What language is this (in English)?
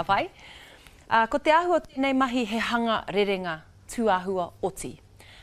Māori